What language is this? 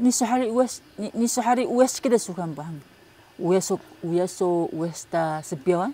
Taroko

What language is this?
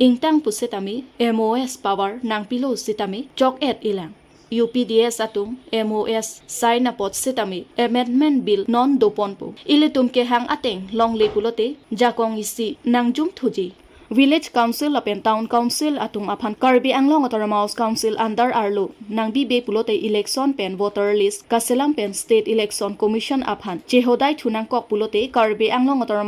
Karbi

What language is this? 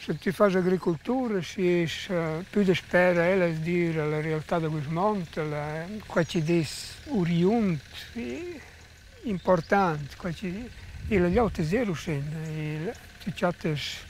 Romansh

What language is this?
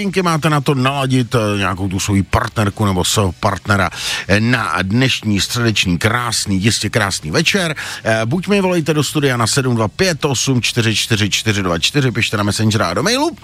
Czech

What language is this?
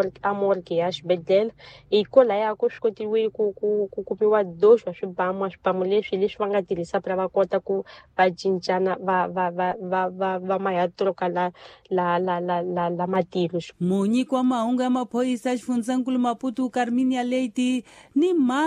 Tsonga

